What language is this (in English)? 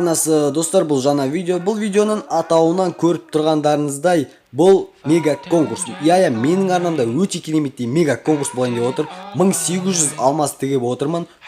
Kazakh